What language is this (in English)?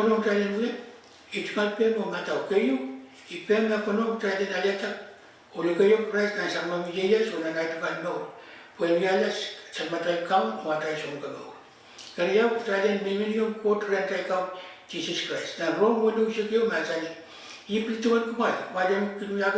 Pohnpeian